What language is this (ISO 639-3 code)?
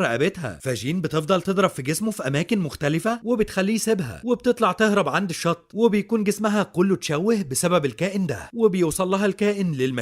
arz